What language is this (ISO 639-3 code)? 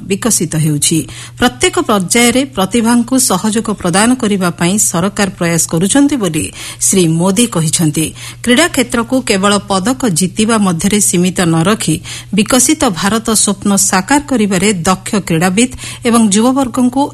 ori